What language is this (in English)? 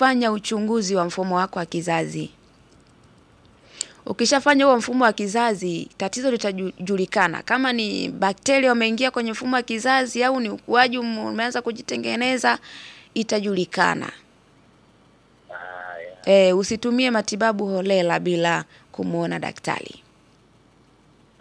Swahili